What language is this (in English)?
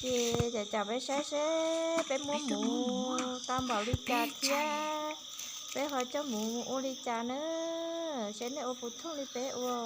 Hmong